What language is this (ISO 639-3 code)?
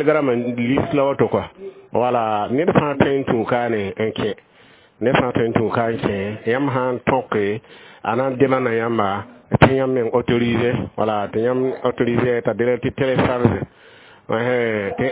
mos